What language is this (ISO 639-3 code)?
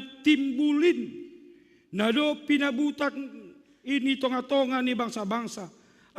bts